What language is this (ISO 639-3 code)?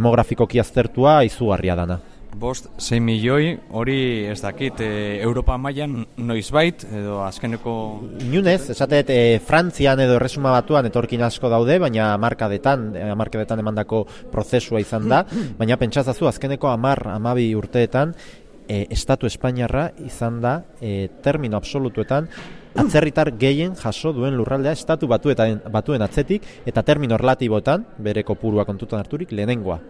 eus